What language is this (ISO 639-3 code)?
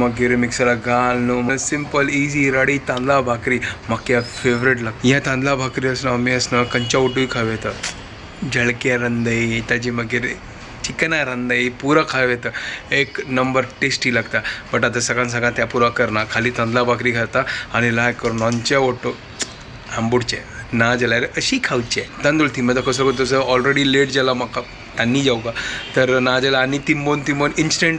kok